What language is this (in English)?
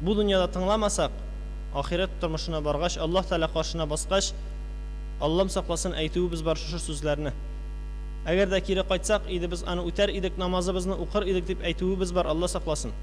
Tatar